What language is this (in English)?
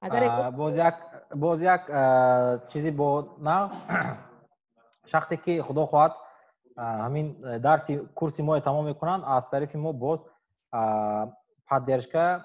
Tajik